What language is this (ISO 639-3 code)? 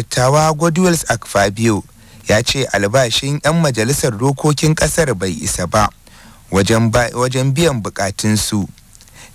hau